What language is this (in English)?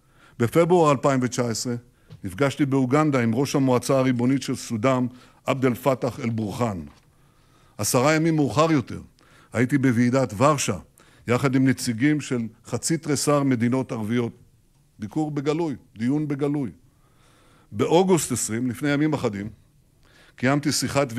Hebrew